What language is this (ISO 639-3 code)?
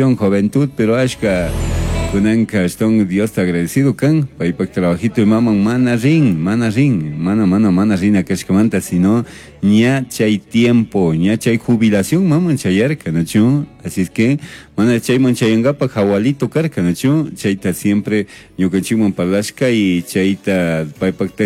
qug